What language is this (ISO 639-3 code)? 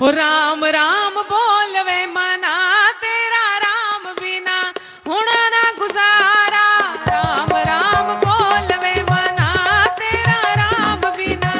doi